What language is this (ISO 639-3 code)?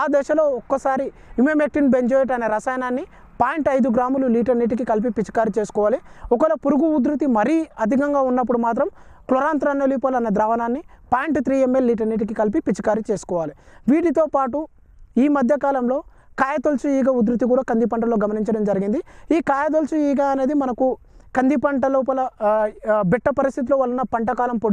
tel